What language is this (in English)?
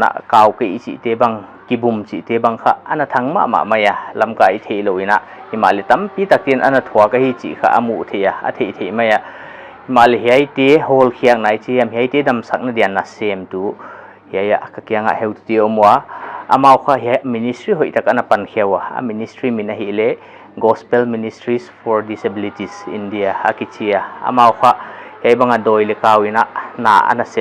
Paite Chin